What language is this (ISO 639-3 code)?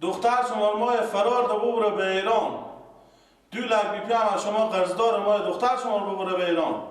fas